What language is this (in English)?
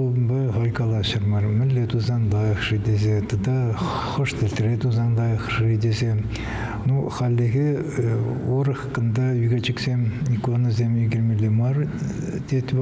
Chuvash